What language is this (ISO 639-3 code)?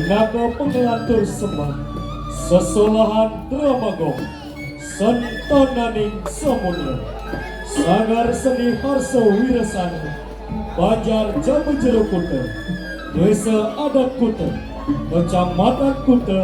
ban